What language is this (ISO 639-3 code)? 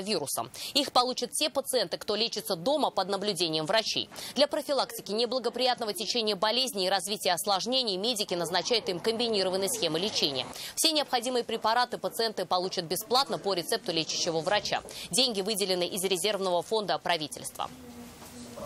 rus